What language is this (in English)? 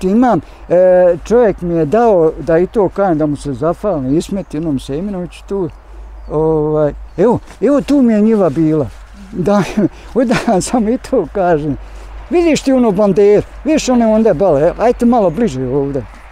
Bosnian